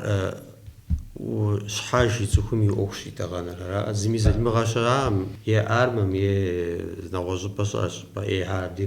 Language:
Kabardian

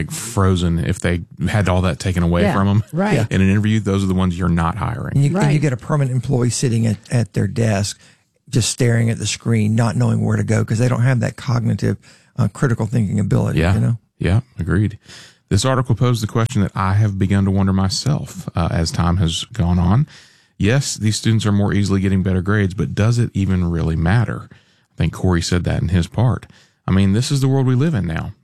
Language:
English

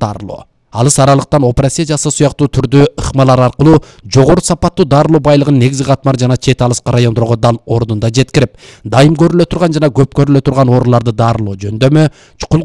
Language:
Kyrgyz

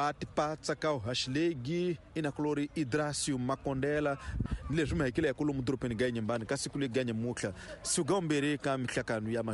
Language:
Tsonga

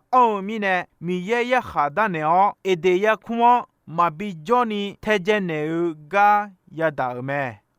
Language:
Akha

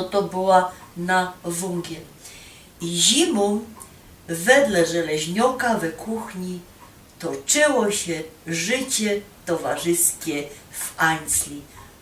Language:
Silesian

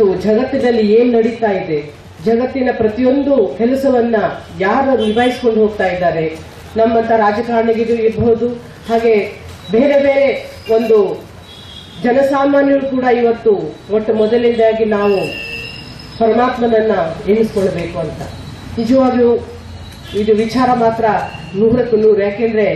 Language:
Kannada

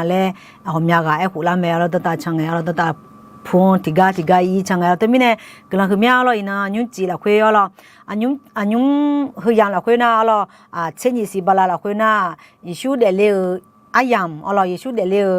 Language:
Akha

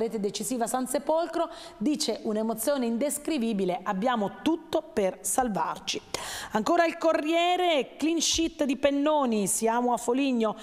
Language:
Italian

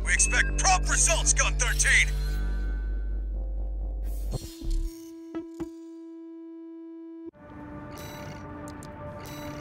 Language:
English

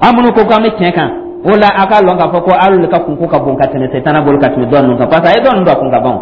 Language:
Dyula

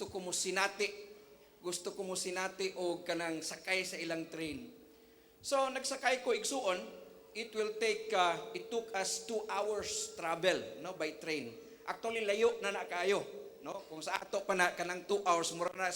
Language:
Cebuano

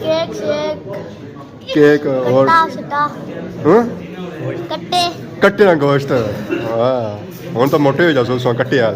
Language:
Pahari-Potwari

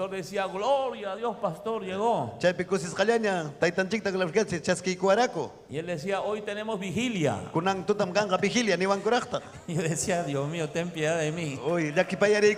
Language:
Ayacucho Quechua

